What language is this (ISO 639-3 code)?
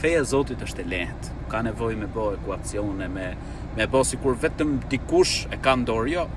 sqi